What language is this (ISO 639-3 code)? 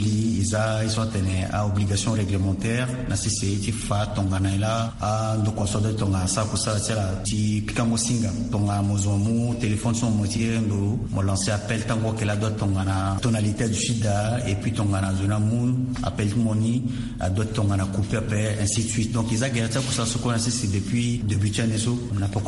sag